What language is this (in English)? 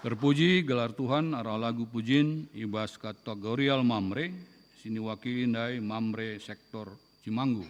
Batak Karo